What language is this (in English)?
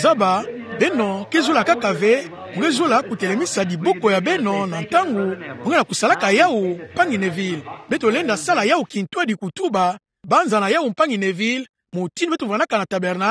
Kituba (Democratic Republic of Congo)